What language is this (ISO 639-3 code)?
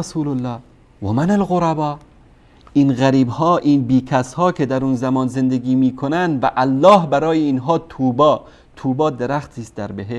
fas